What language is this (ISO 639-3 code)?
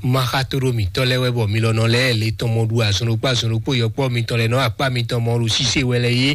fon